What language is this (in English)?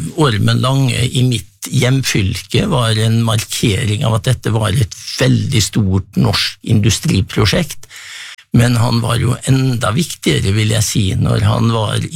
Norwegian